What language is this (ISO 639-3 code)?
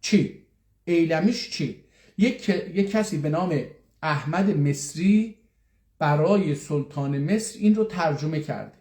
azb